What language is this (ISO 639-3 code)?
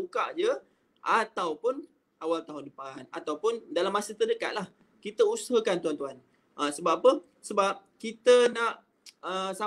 msa